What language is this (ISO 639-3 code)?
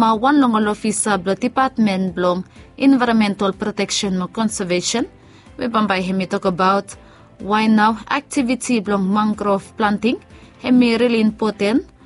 bis